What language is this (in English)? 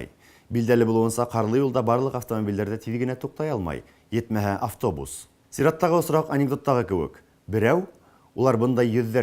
Bashkir